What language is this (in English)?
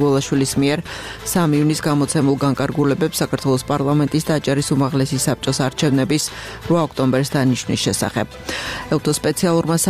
Georgian